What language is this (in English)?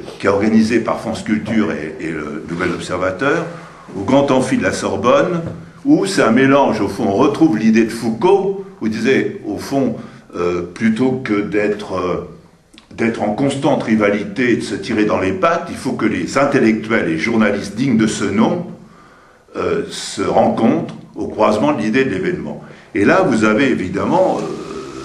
French